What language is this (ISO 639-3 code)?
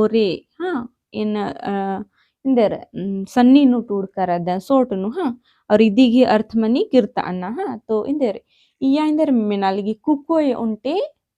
kru